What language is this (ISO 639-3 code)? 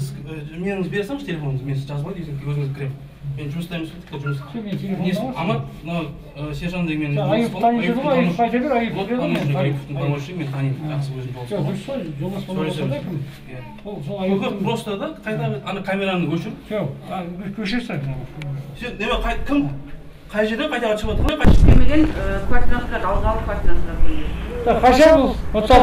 kaz